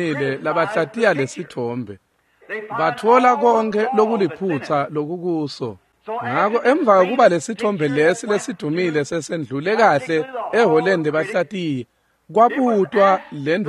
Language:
Swati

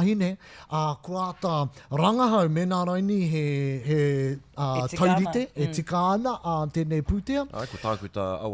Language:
Māori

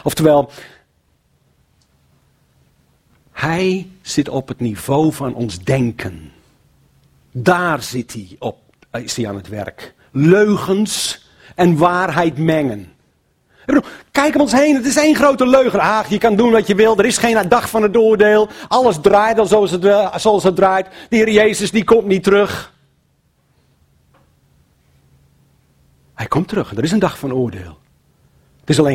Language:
Dutch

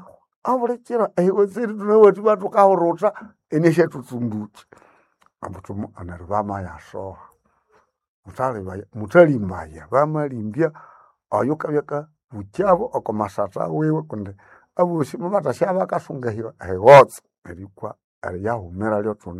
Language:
Nande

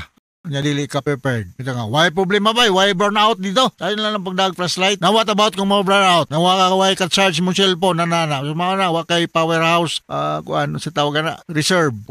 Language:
Cebuano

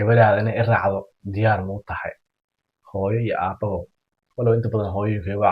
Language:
Somali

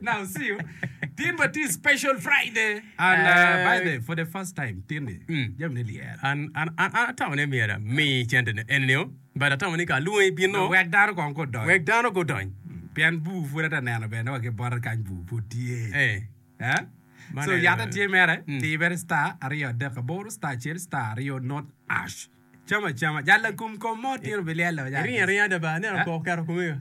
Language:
Acoli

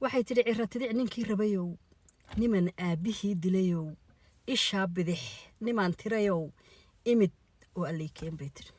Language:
Somali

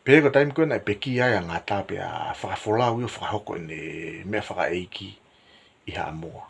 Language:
Tongan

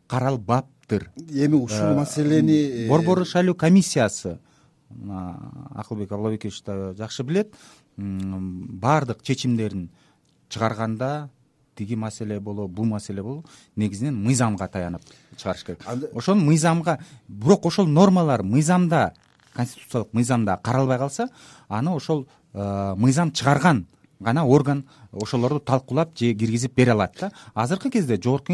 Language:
Kyrgyz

